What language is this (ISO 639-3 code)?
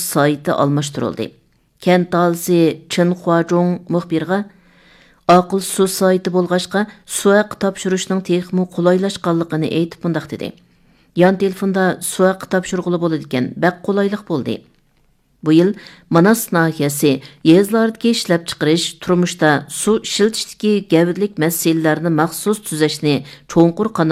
uig